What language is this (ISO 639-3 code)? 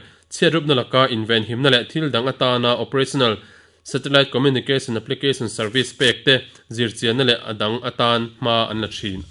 lus